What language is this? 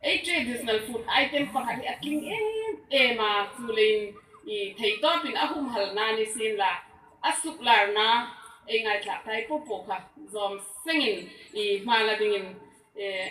Hmar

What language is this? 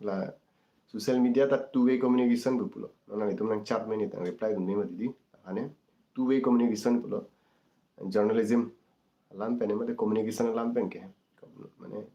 Karbi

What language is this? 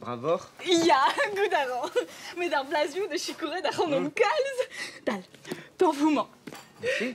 Breton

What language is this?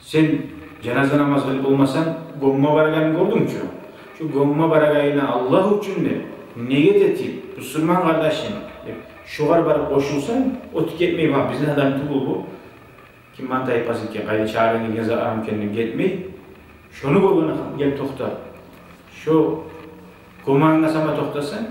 Kumyk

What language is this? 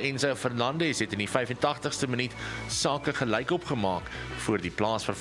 Afrikaans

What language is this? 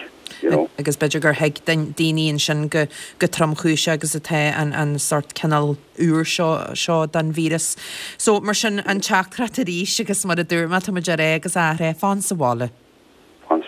Irish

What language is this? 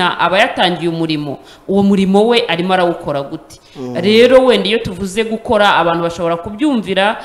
Kinyarwanda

